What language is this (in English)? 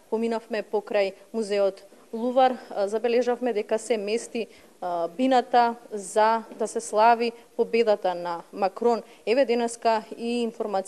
Macedonian